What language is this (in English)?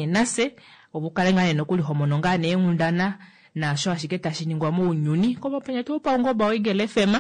Kuanyama